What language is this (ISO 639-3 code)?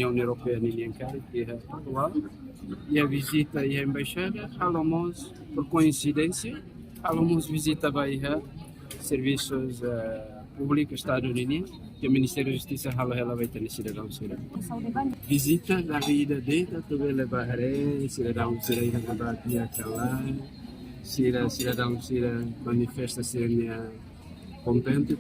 tet